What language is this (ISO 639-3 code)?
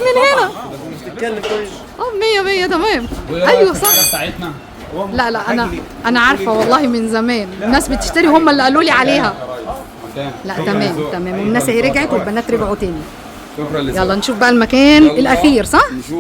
arz